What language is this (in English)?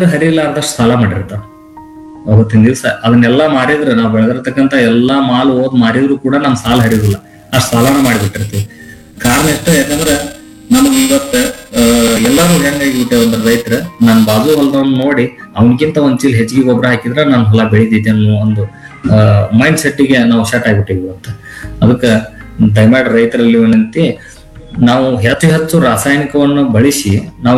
Kannada